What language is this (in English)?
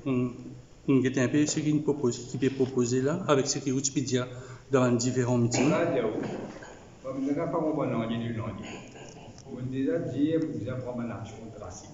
Morisyen